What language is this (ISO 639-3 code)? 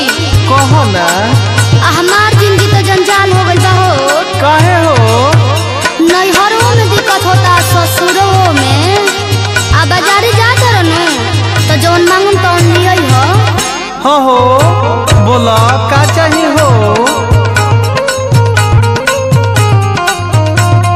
bho